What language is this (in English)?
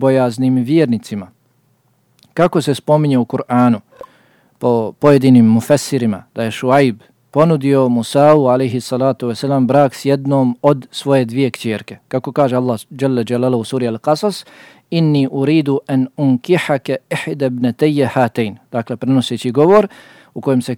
Bosnian